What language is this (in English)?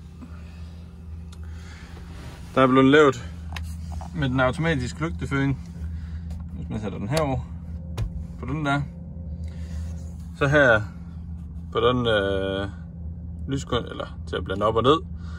Danish